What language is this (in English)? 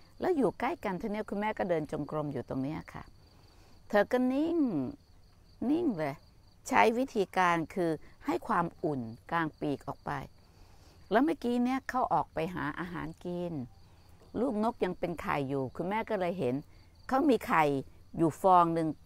Thai